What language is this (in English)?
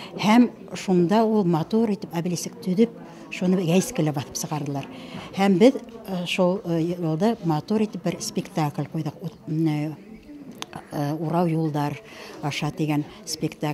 Bashkir